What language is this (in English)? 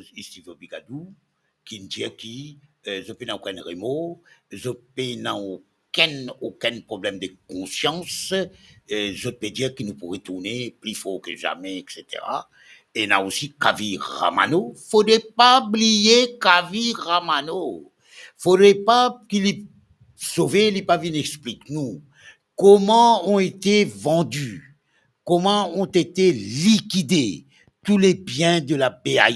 Morisyen